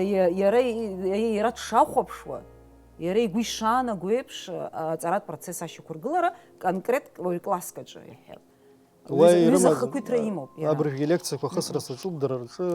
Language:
Abkhazian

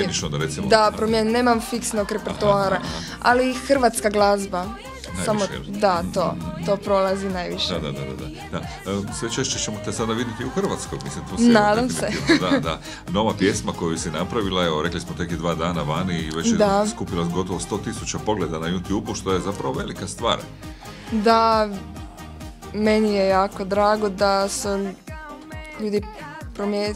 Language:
Croatian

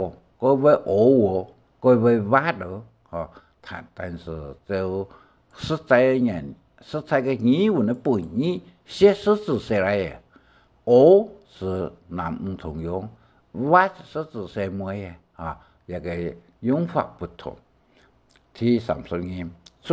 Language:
Hakka Chinese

